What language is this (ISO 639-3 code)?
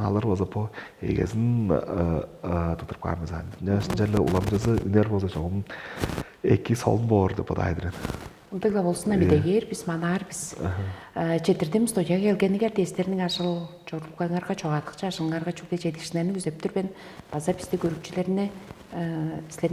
tyv